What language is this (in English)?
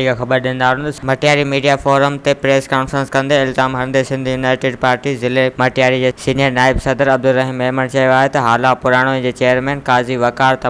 Sindhi